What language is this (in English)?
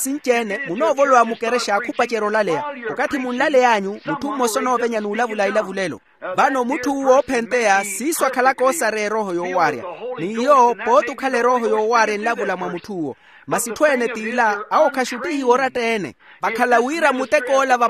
Makhuwa